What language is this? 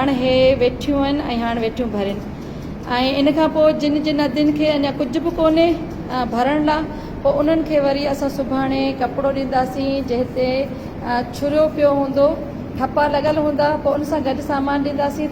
Sindhi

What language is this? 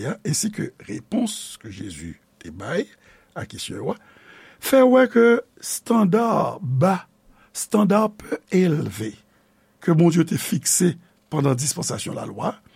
Haitian Creole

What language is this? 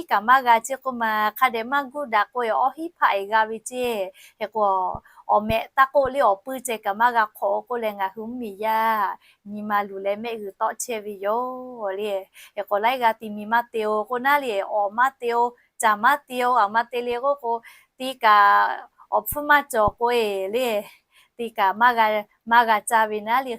Lahu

